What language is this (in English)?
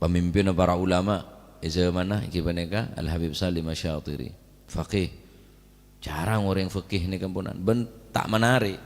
Madurese